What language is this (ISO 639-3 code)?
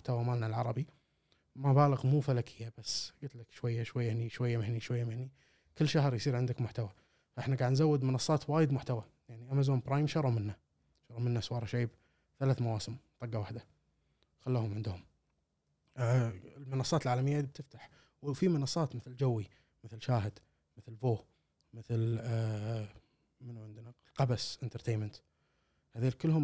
afb